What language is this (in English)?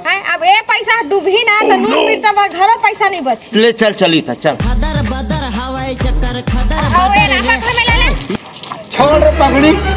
Chhattisgarhi